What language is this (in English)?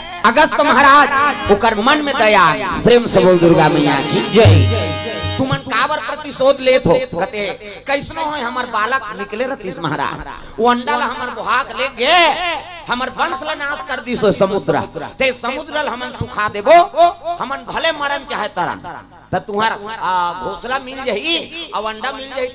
Chhattisgarhi